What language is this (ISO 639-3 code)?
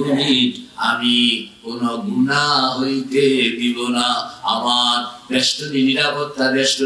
ben